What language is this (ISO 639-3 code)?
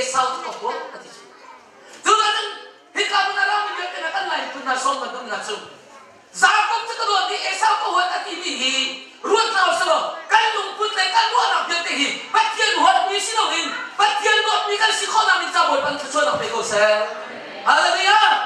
cnh